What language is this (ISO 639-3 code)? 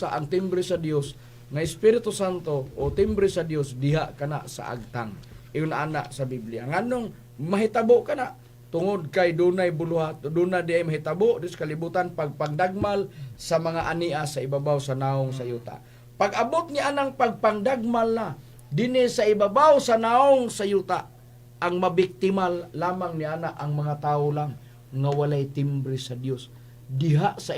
ceb